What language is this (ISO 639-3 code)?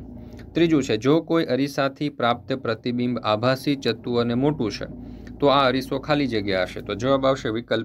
guj